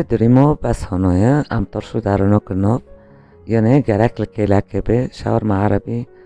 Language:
Kurdish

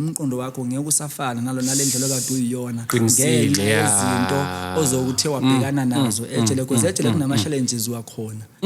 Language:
Zulu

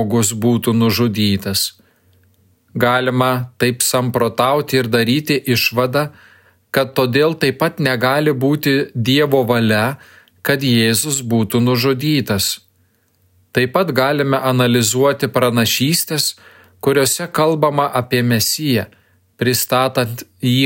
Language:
Lithuanian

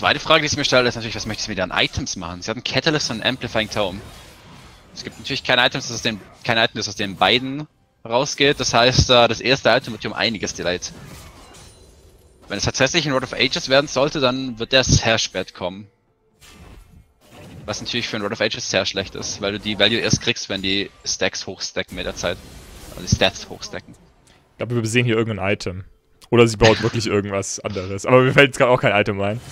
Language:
German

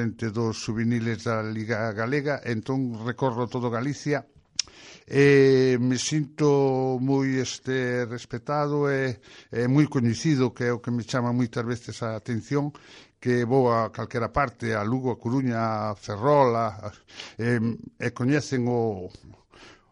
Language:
Galician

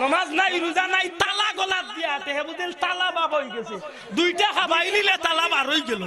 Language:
Sylheti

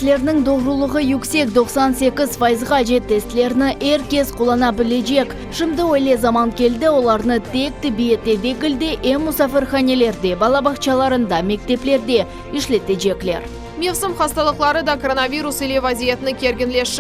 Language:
Crimean Tatar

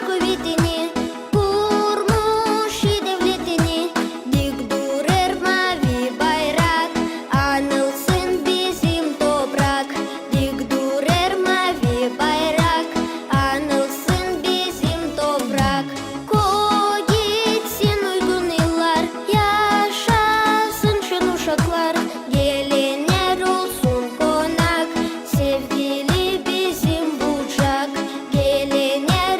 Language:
Gagauz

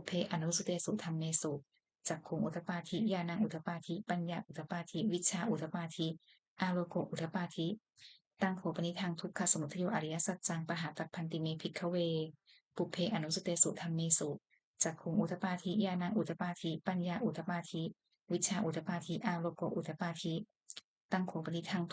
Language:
Pali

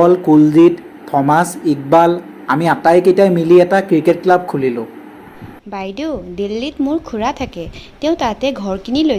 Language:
Assamese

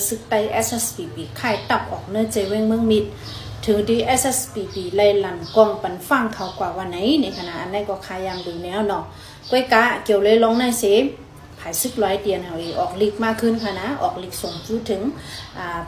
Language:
Shan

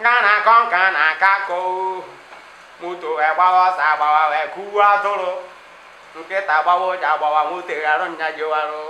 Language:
Igbo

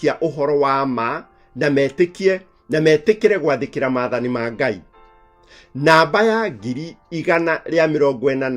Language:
Kikuyu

